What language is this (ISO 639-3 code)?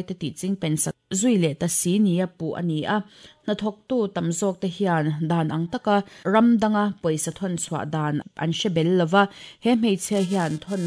lus